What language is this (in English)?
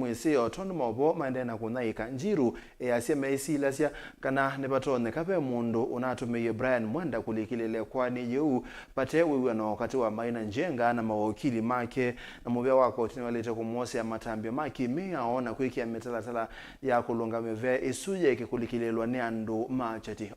Kamba